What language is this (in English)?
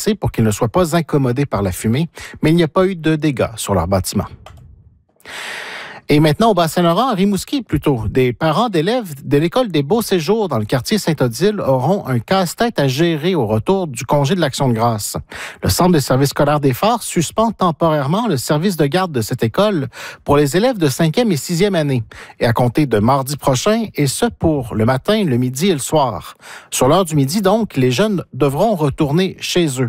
French